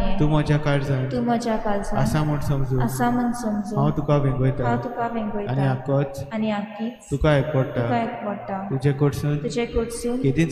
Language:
Konkani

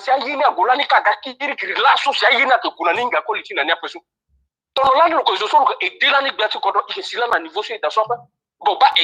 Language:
Sango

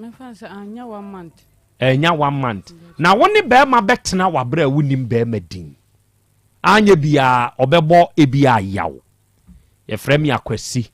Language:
Akan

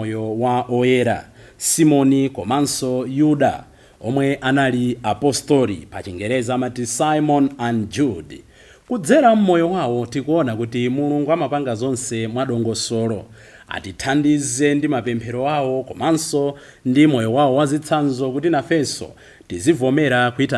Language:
Nyanja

